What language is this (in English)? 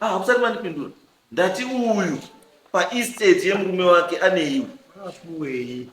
Shona